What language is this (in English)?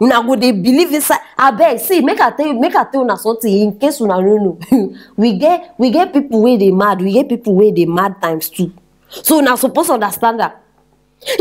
Nigerian Pidgin